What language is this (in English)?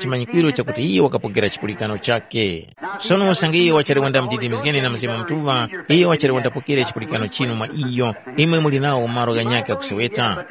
Tumbuka